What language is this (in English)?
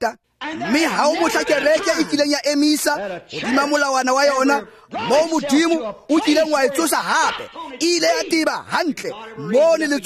Tswana